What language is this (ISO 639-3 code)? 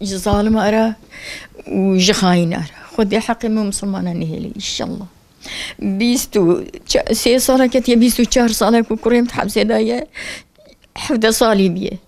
kur